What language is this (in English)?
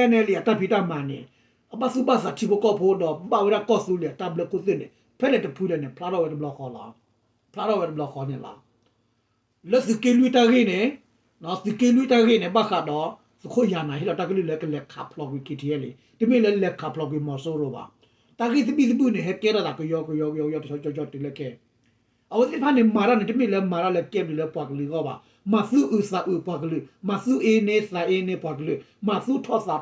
S'gaw Karen